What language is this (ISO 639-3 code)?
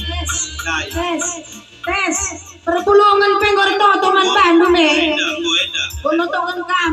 btx